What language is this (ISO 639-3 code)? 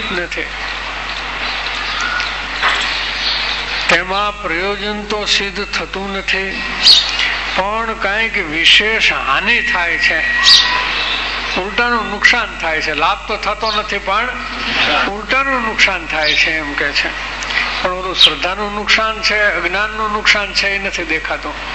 guj